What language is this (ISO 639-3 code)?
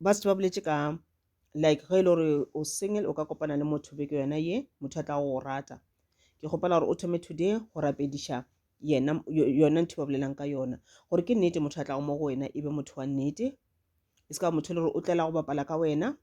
nso